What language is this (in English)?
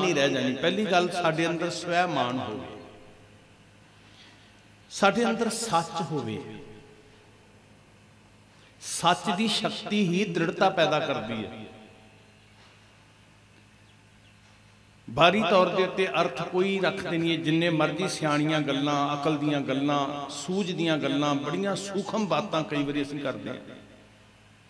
Punjabi